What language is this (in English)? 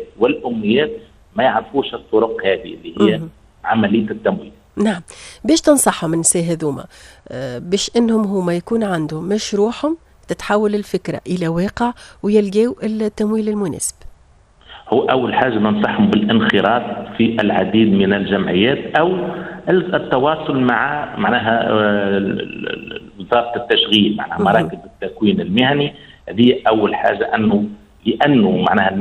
Tunisian Arabic